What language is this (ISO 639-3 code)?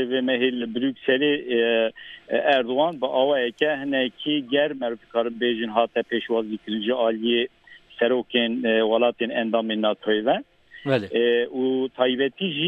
kur